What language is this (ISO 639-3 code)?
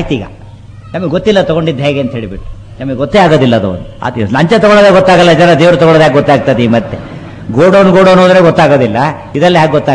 kan